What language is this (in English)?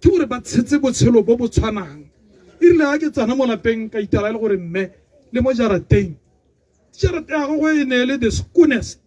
Tswana